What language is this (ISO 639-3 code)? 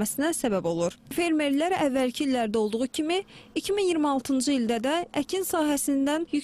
aze